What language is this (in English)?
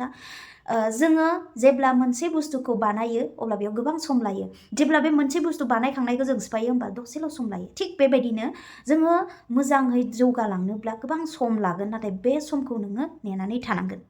Bodo